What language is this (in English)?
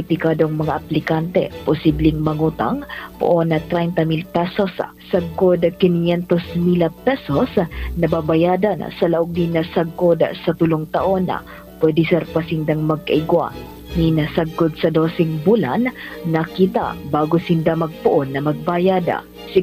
Bikol